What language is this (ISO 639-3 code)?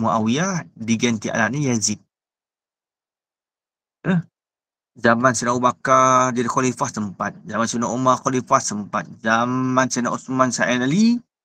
msa